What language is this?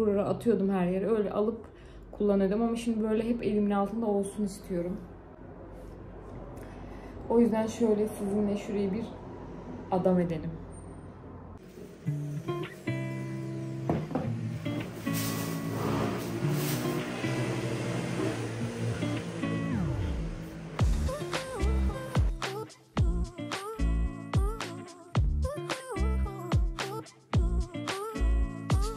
Turkish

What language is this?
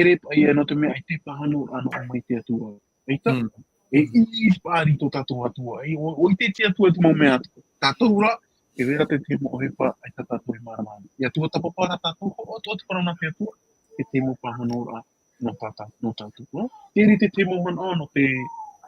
Tahitian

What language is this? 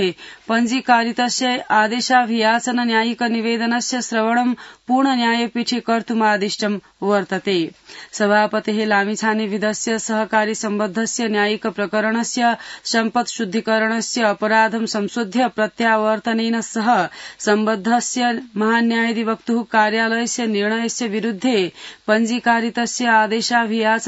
Sanskrit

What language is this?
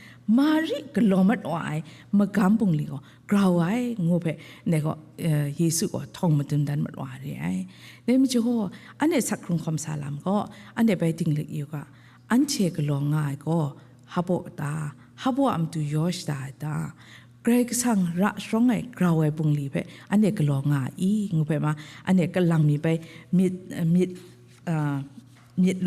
Kachin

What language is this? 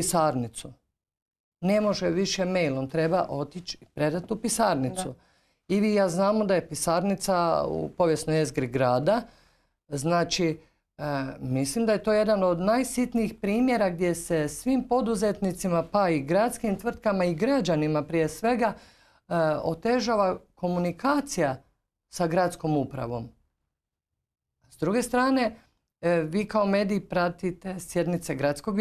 Croatian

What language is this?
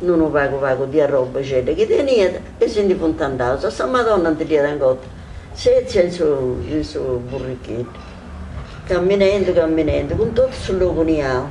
Sardinian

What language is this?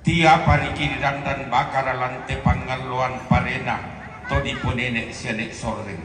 Toraja-Sa'dan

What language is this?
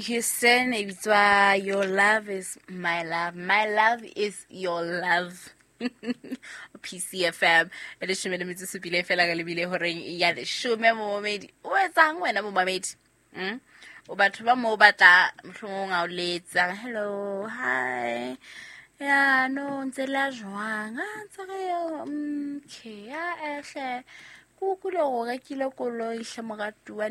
Southern Sotho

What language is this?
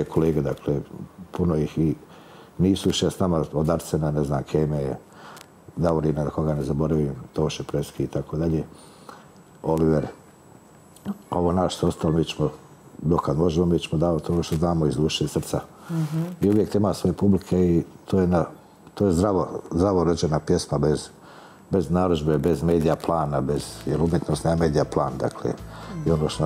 Croatian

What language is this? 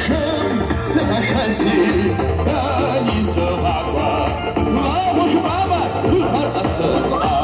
Kabardian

